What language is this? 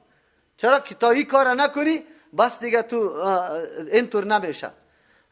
Persian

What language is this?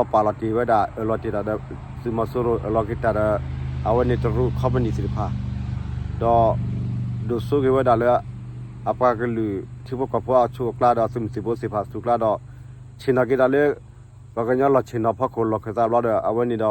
S'gaw Karen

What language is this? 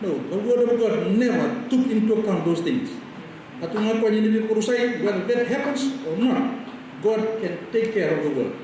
Fijian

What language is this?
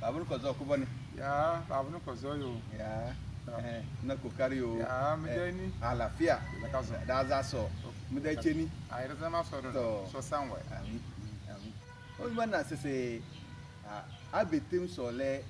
Tem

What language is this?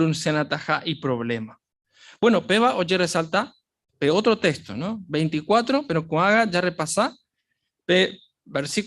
Guarani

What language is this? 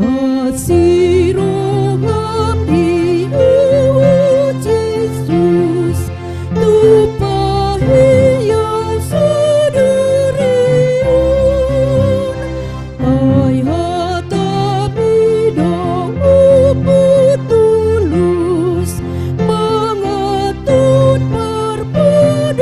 Batak Toba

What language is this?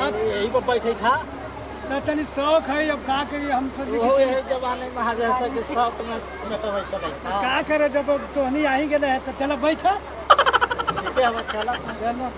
Magahi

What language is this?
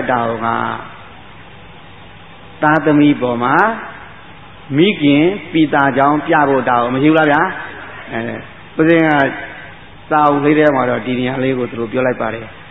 Burmese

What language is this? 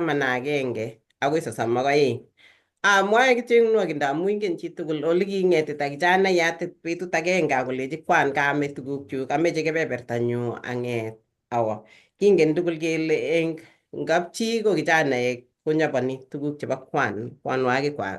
Kalenjin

